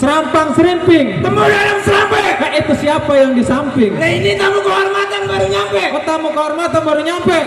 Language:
Betawi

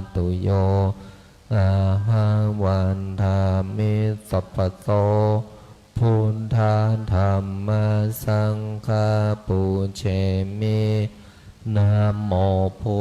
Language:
Pali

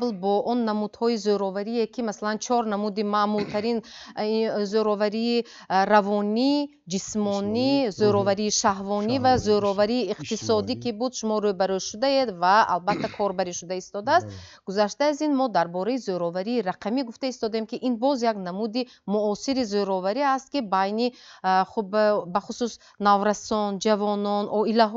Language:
Tajik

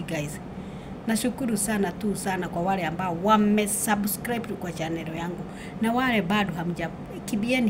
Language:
Swahili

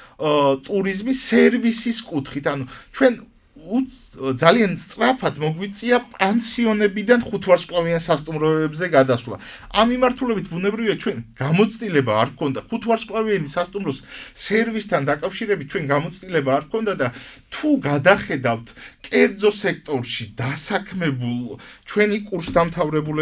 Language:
Georgian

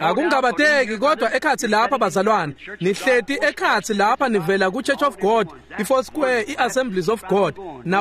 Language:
Swati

